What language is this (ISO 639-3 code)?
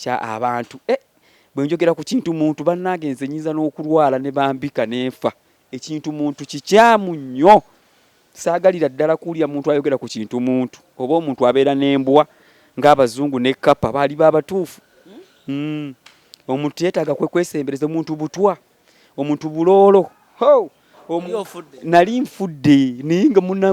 lug